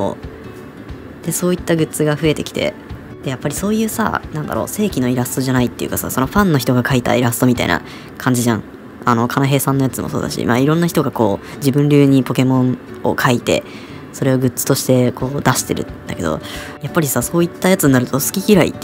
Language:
Japanese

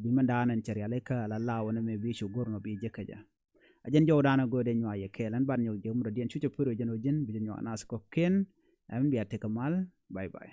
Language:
Nuer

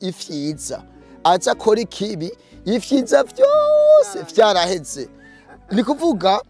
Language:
Rundi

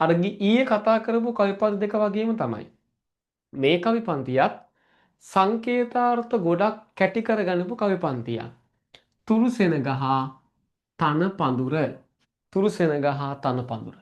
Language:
Sinhala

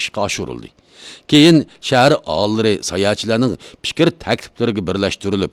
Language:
Uyghur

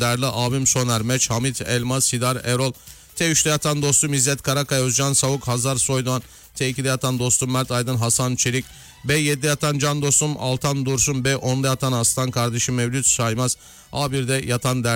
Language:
Turkish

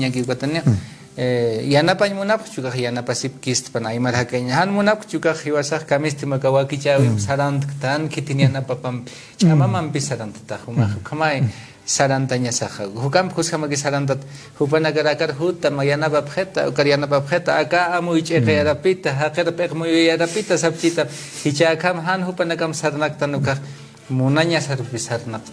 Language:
Aymara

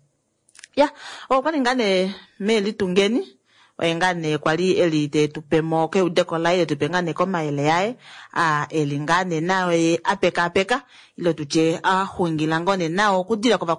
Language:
Kuanyama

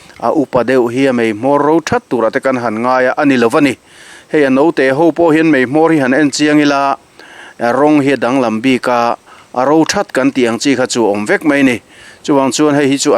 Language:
Mizo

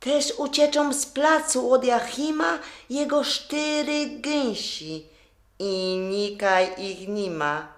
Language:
Silesian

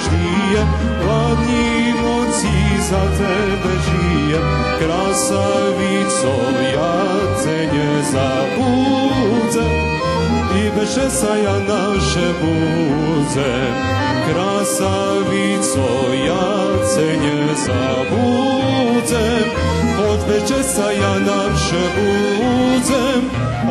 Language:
Rusyn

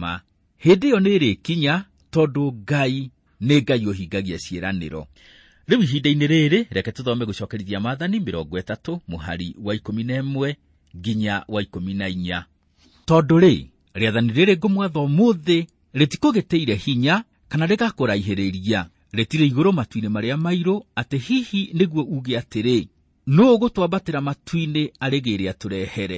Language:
Kikuyu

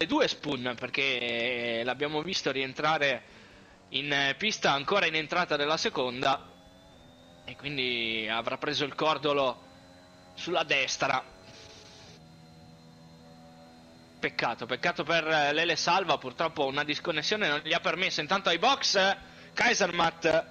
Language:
Italian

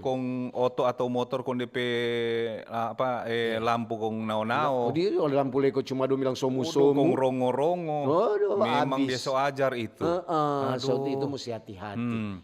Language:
Manado Malay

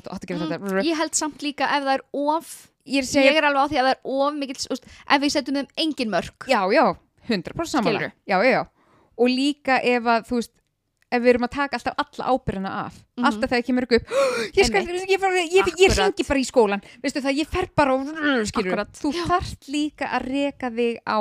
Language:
Icelandic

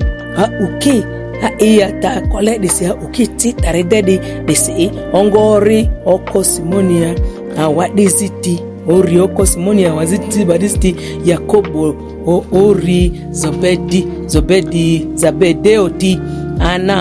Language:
Ma'di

